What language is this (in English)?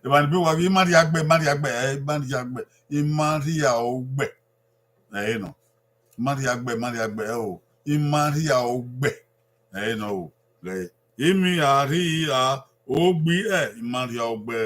Bini